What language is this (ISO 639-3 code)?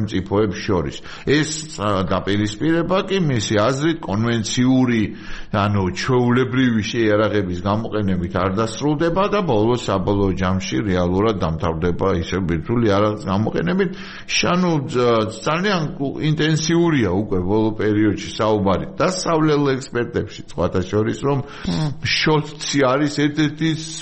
kat